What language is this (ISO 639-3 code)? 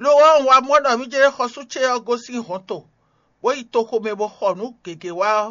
fon